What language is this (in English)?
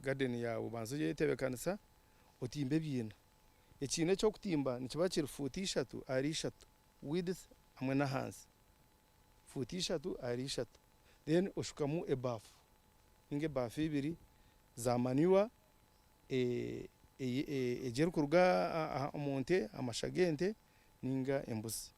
Nyankole